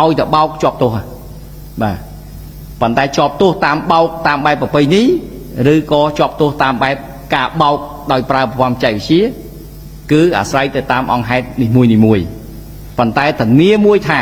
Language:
Khmer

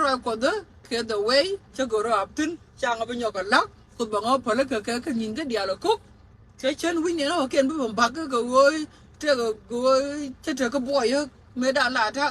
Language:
Nuer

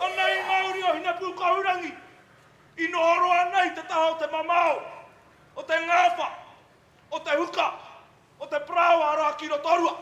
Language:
Māori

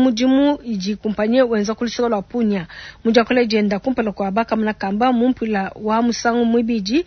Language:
Luba-Lulua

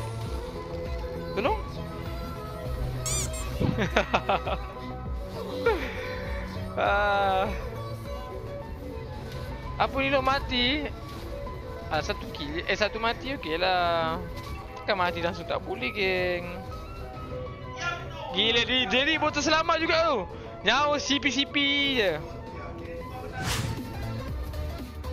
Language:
Malay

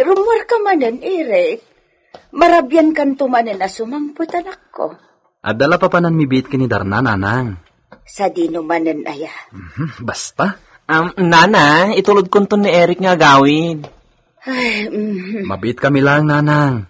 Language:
Iloko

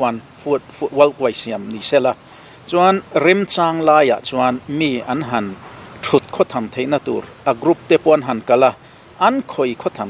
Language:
Mizo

